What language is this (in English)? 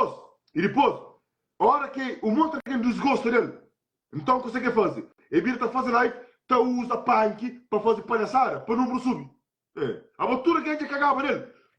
Kabuverdianu